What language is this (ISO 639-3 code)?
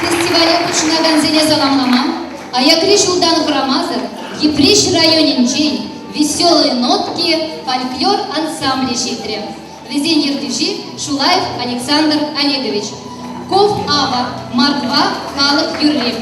chv